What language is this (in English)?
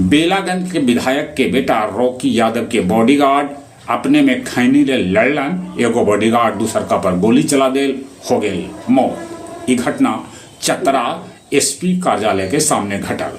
Magahi